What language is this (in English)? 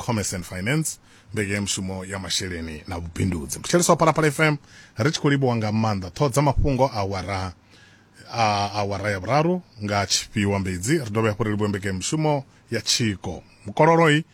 Venda